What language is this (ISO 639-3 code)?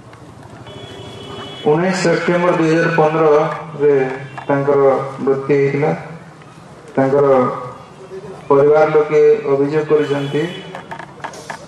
ori